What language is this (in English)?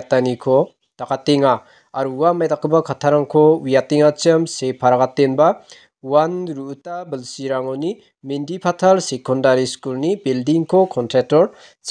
Garo